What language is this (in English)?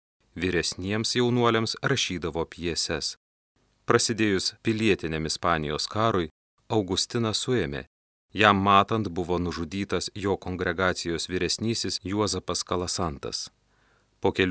Lithuanian